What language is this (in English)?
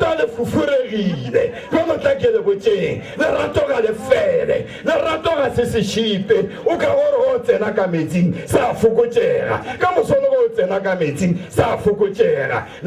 Northern Sotho